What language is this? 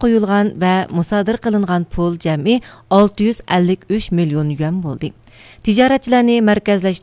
Uyghur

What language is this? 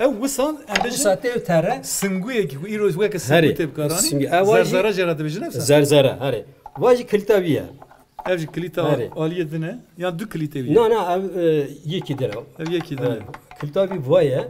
Kurdish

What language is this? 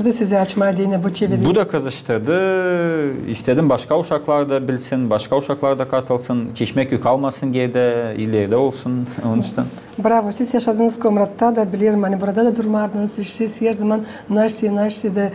Gagauz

